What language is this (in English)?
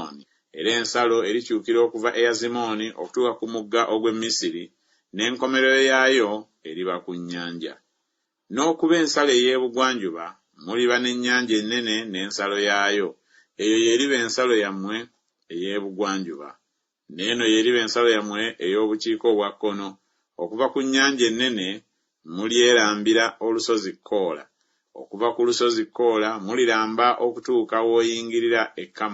Ganda